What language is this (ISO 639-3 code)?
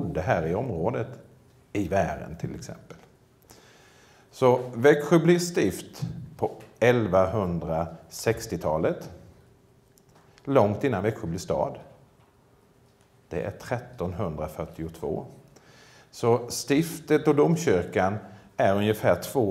swe